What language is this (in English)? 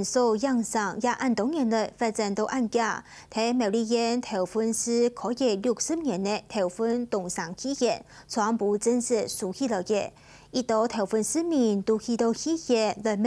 Hakka Chinese